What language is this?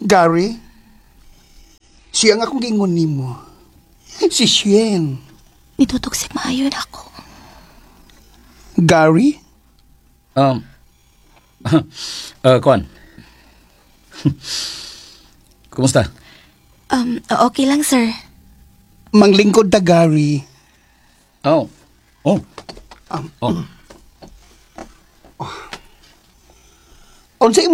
Cebuano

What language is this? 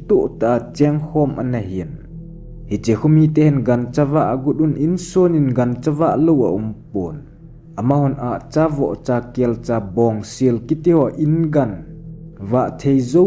Thado Chin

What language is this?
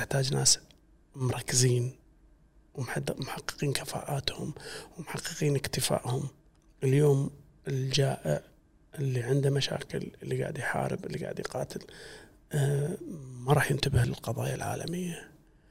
Gulf Arabic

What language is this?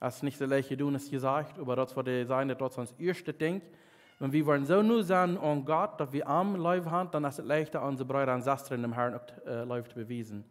Plautdietsch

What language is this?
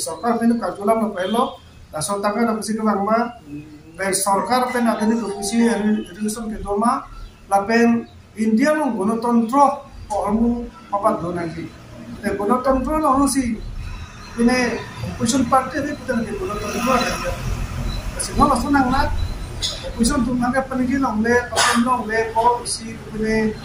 Karbi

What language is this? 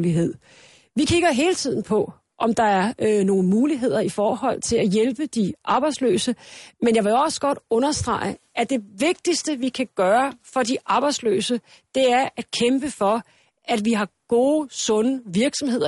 Danish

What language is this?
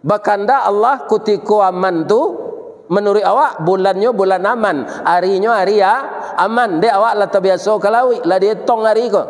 Minangkabau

